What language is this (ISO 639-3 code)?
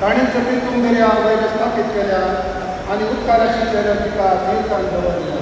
kok